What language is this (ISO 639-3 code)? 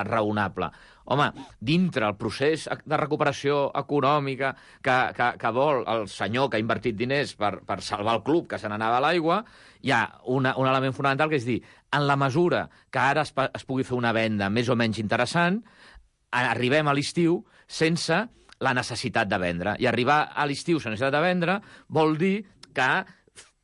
cat